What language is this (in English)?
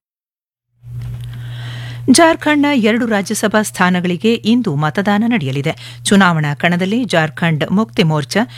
Kannada